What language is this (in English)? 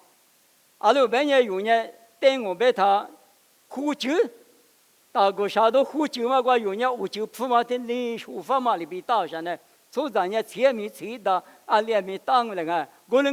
Lisu